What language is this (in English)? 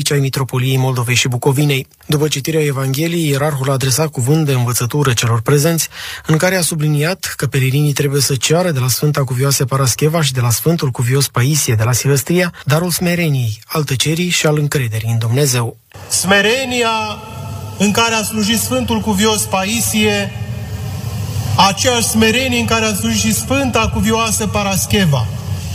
Romanian